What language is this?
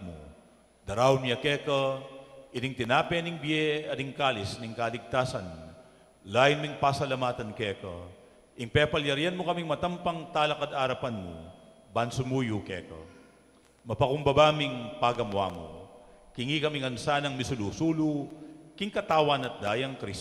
Pampanga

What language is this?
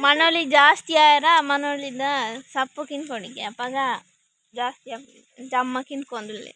Tulu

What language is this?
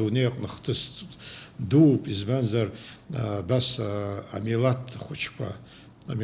Abkhazian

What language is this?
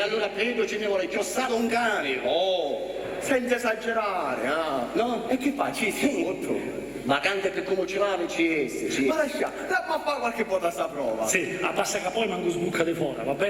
Sicilian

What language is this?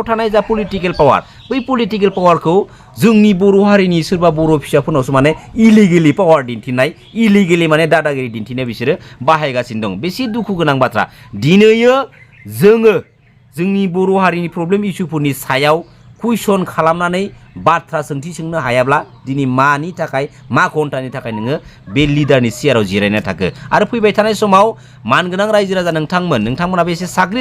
Bodo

